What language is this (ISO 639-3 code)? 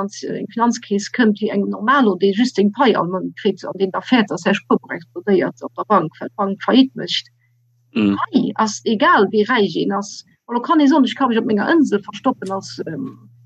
ltz